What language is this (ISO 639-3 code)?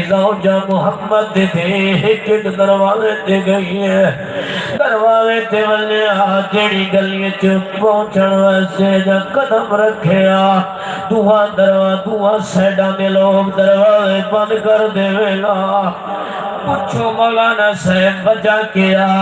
skr